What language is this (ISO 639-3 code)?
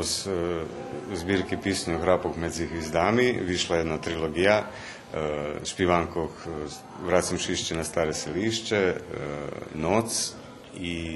rue